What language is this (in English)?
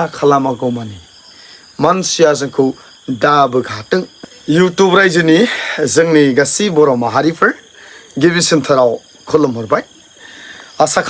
Bodo